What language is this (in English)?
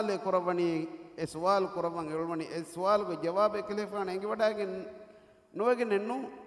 Divehi